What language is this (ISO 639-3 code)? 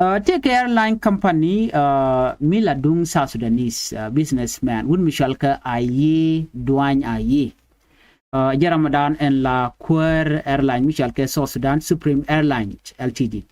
nus